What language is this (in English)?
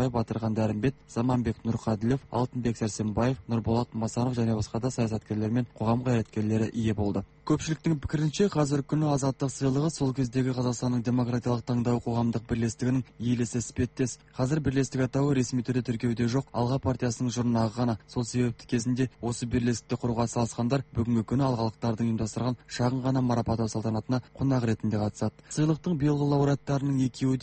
Kazakh